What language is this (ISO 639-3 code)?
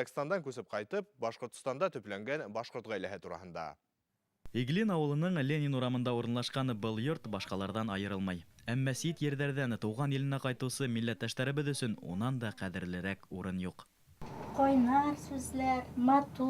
bak